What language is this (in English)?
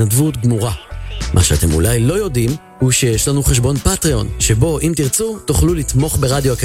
Hebrew